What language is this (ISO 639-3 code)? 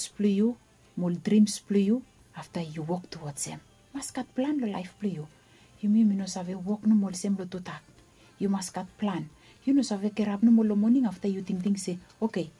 bis